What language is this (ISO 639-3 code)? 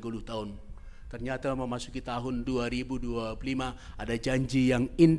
bts